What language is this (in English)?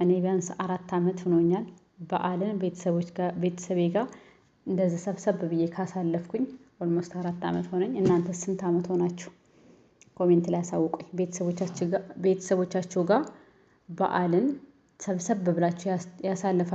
Amharic